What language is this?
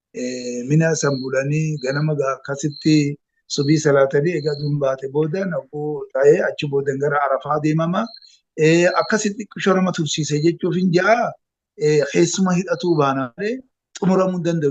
Oromo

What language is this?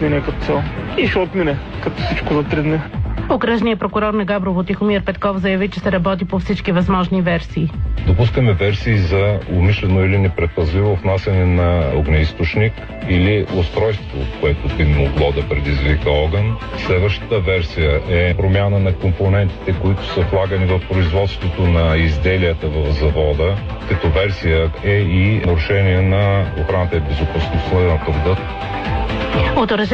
Bulgarian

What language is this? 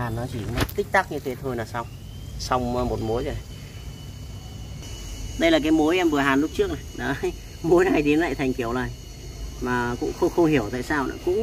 Vietnamese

